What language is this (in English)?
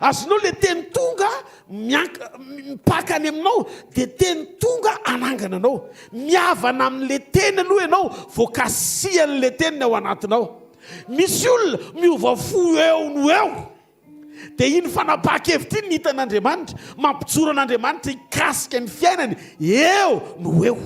Malagasy